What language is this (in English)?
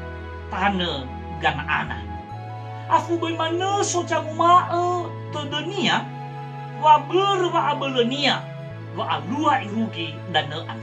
Nias